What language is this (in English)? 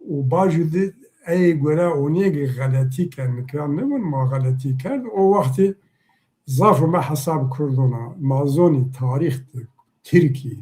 Zaza